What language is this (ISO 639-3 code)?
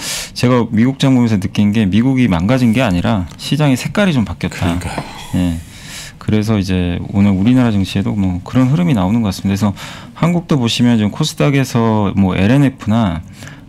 kor